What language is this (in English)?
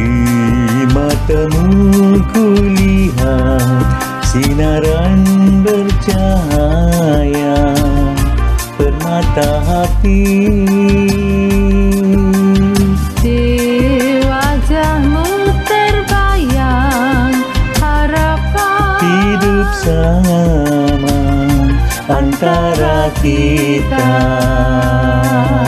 Malay